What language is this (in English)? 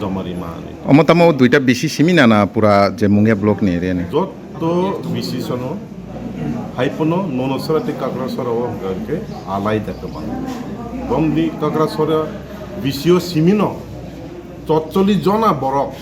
Kok Borok